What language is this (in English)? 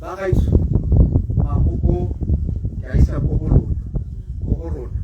Tswana